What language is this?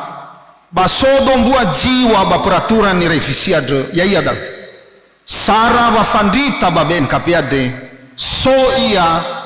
Nias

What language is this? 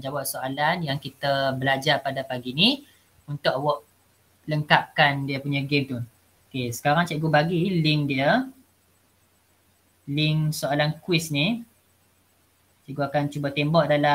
Malay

